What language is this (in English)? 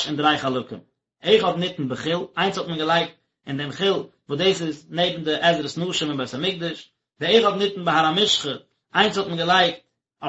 Yiddish